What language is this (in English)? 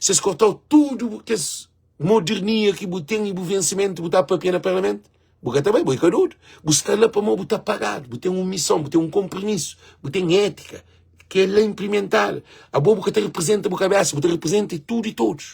Kabuverdianu